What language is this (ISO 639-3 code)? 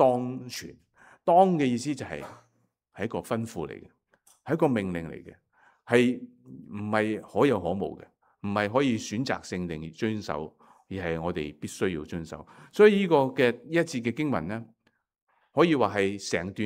yue